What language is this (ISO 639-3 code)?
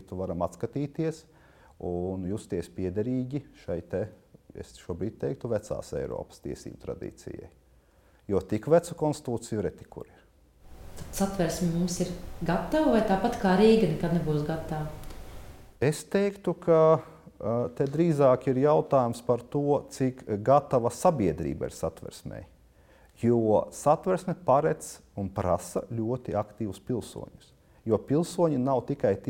lav